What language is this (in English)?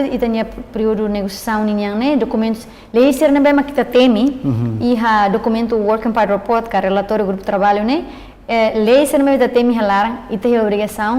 Tetum